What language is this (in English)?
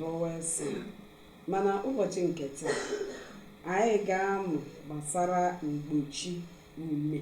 Igbo